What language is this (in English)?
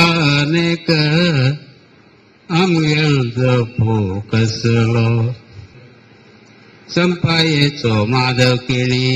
Konkani